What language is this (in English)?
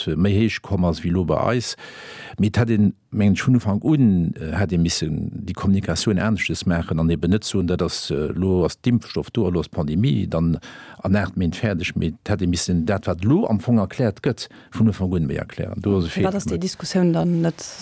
Luxembourgish